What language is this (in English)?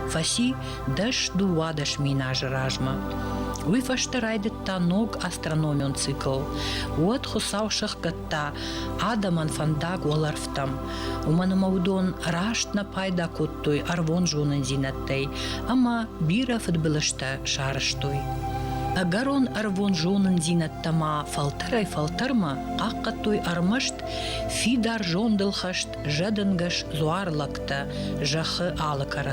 Ossetic